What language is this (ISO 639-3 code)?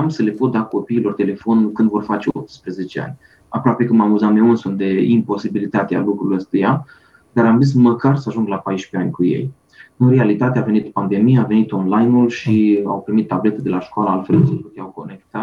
ron